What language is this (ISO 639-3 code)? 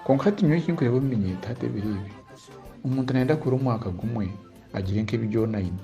nyn